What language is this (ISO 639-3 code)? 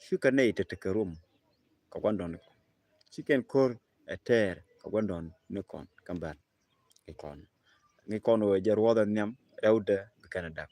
nus